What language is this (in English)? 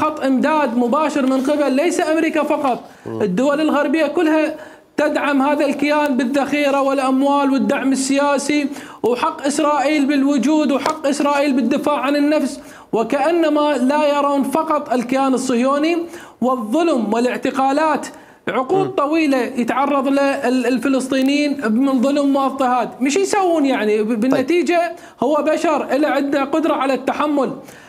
Mesopotamian Arabic